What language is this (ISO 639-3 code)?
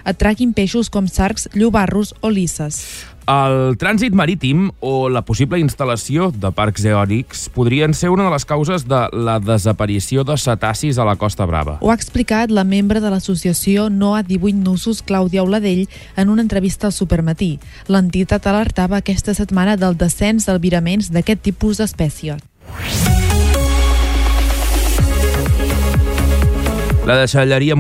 cat